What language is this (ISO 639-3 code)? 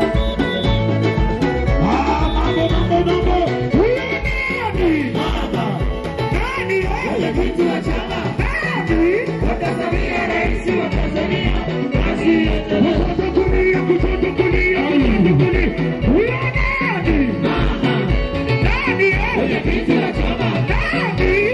swa